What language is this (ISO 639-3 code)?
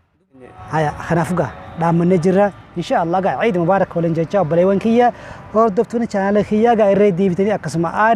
orm